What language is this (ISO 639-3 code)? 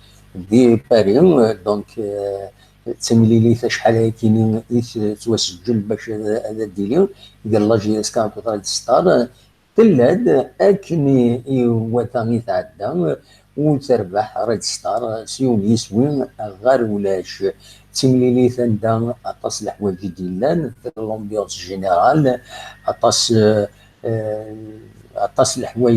kab